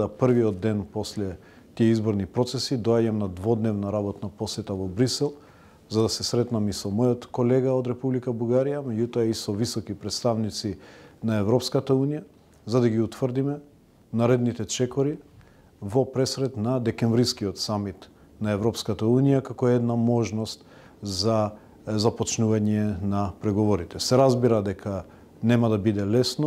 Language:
Macedonian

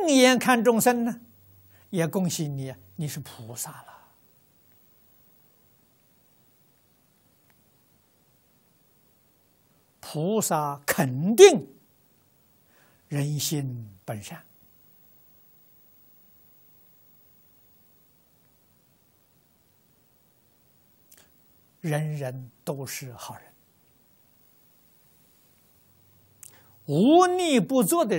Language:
Chinese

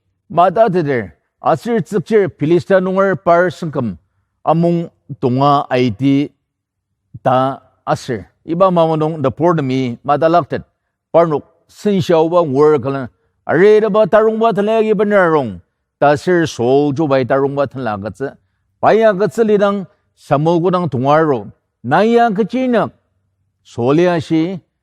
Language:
Ao Naga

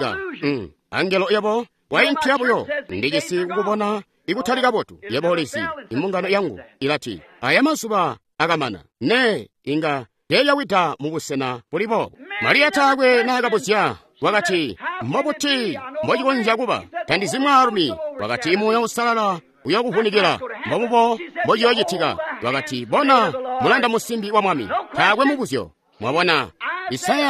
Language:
Tonga (Zambia)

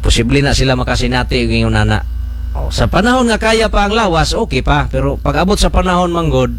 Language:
Cebuano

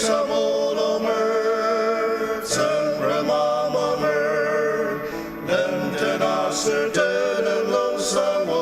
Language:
Ao Naga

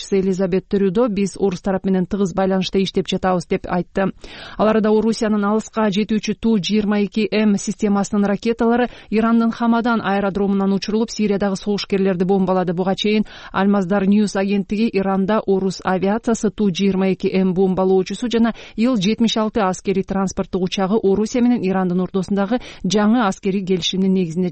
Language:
Kyrgyz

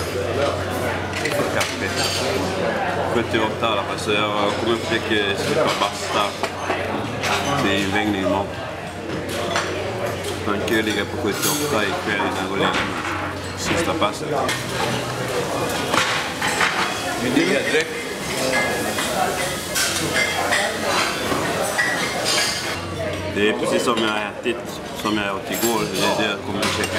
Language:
Swedish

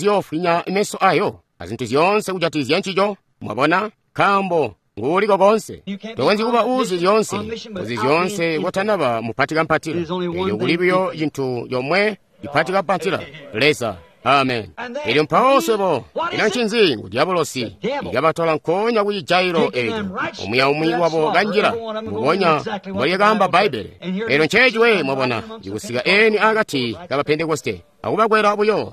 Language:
Tonga (Zambia)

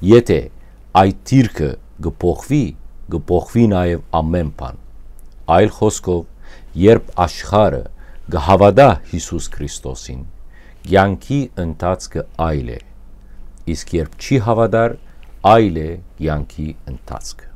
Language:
Western Armenian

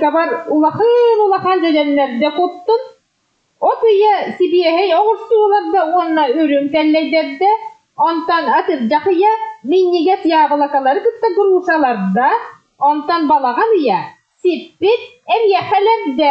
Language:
Yakut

